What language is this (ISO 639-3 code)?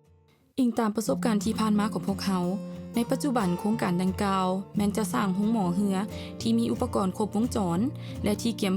lao